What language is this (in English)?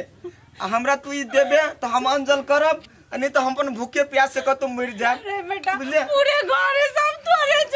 Maithili